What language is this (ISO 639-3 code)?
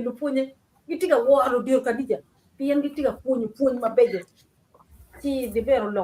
ach